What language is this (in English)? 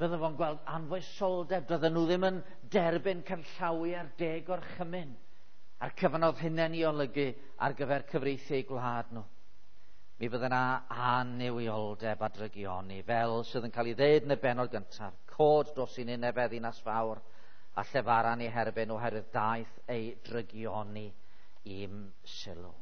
Welsh